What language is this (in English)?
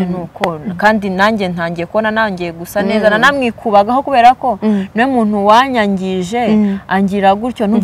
Kinyarwanda